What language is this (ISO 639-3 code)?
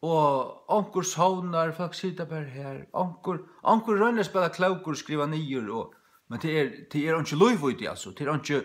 fao